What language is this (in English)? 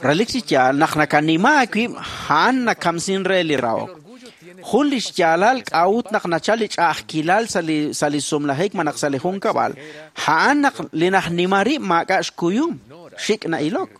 Kekchí